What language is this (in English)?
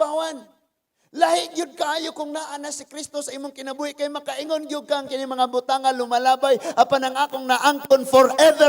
Cebuano